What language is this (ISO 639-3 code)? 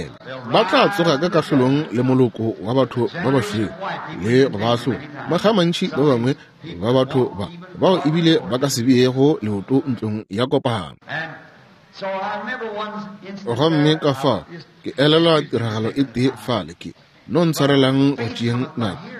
nso